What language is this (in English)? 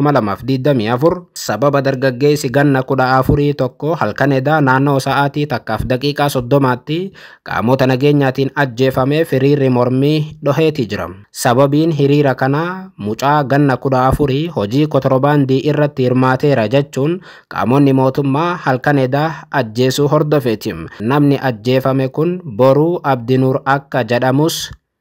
Oromo